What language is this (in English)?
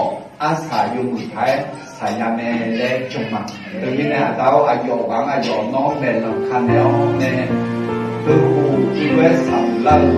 Akha